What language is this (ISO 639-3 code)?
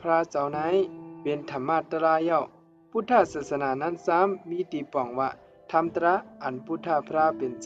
shn